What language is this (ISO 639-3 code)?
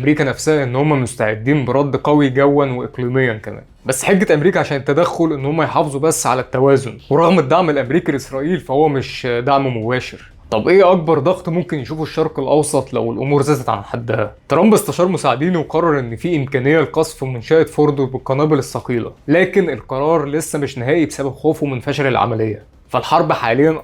arz